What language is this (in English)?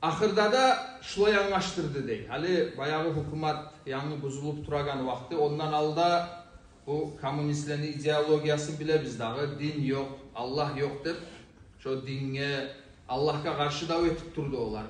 Kumyk